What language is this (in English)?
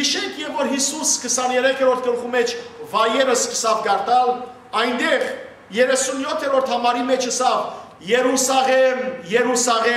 Western Armenian